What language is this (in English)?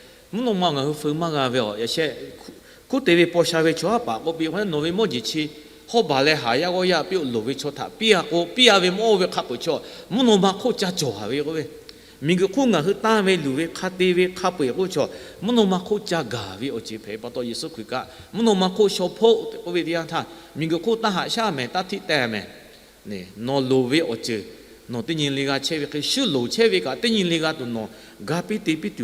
Lahu